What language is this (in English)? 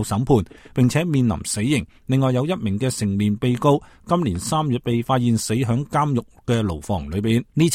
Cantonese